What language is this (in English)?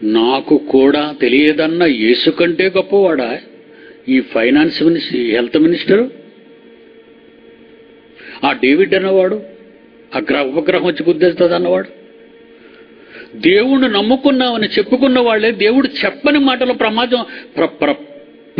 Telugu